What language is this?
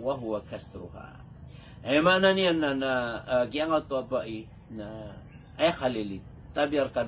Maranao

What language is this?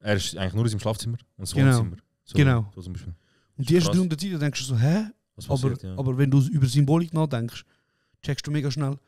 Swiss German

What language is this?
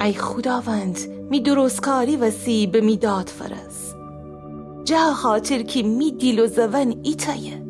Gilaki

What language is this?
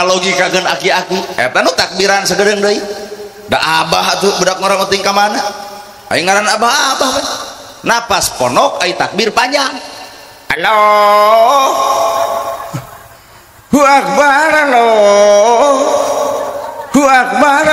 Sundanese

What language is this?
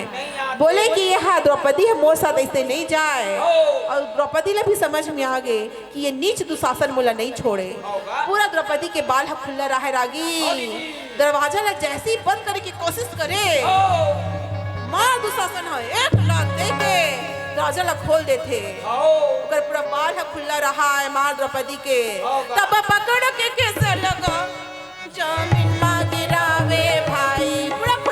Chhattisgarhi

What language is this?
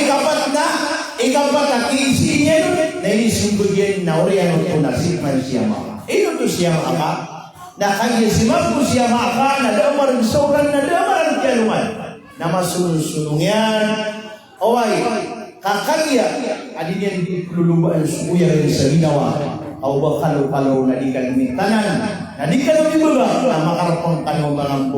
Maranao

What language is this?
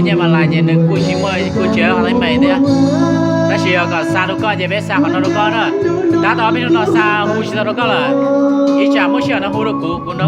Hmong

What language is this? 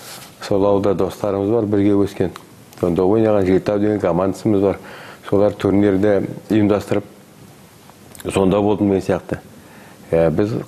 Kazakh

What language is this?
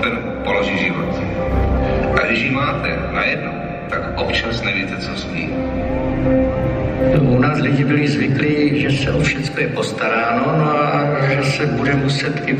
Czech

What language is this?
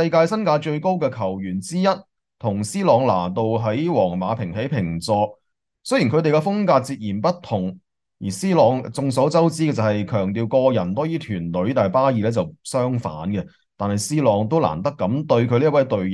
Cantonese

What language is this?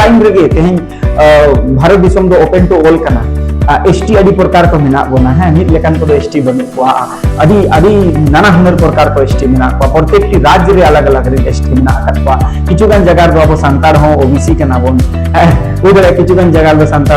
Santali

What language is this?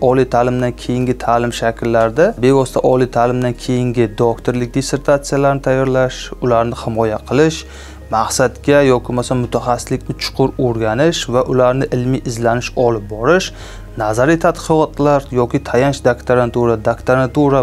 Uzbek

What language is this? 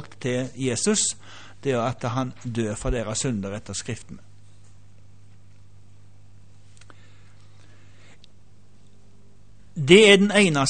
Norwegian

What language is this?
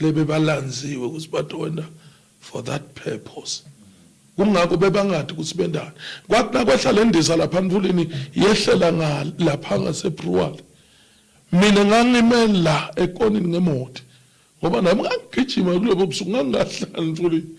Zulu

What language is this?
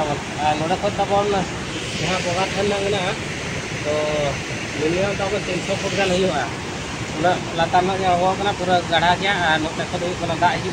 Santali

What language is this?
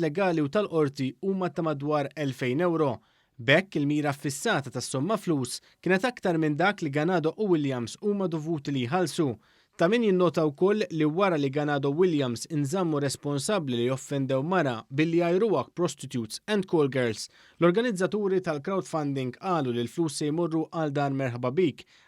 Maltese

